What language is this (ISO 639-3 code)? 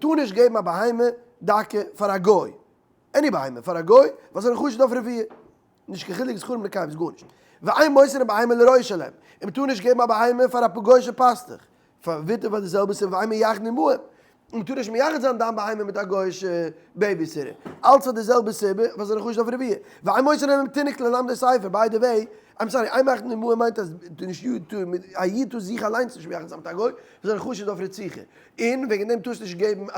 yid